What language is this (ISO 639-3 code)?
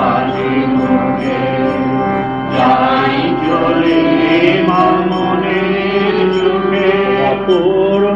ben